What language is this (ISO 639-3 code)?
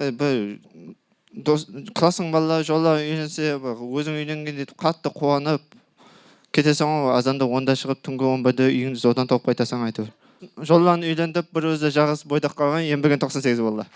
kaa